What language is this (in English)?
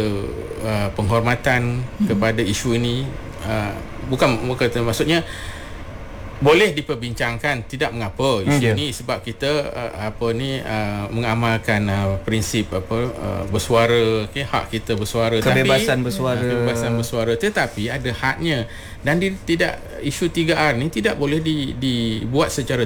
Malay